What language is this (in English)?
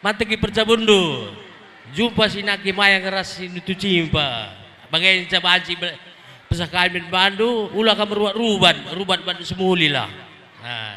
Batak Karo